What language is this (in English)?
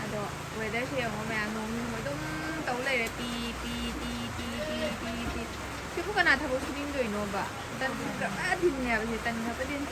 Manipuri